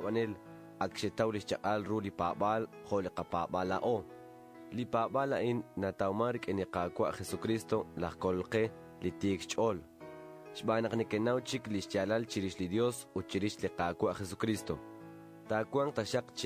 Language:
Kekchí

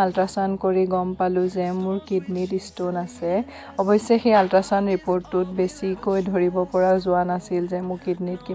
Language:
Assamese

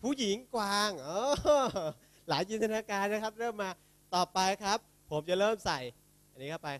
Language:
Thai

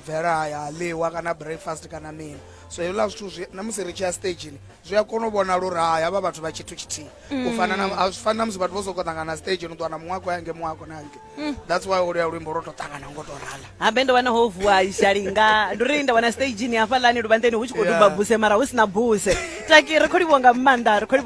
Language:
Venda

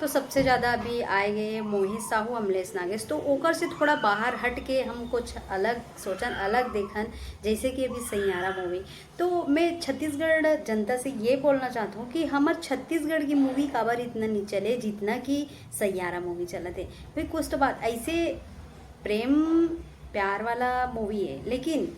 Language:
Chhattisgarhi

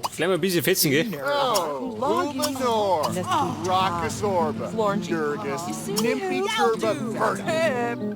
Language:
Bavarian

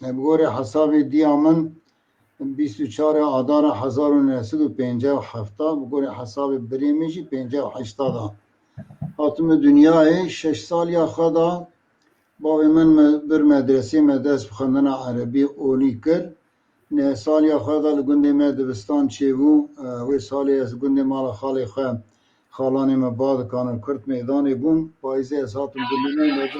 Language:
Kurdish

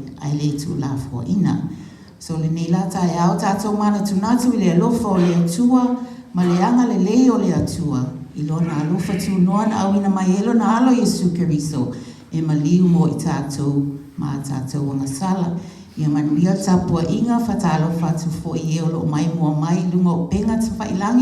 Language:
Samoan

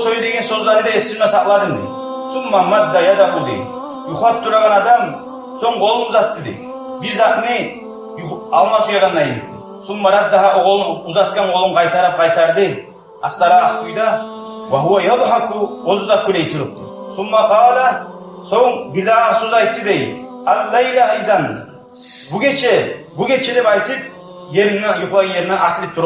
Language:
Kumyk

